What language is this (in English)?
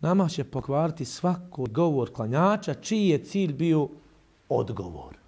Bosnian